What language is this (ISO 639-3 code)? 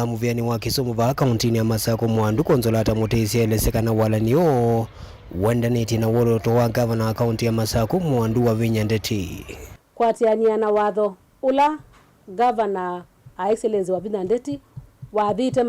kam